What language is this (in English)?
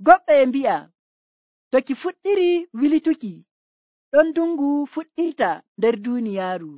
Nigerian Fulfulde